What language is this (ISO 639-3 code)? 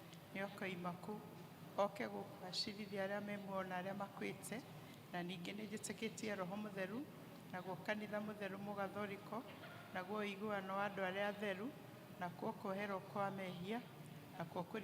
kik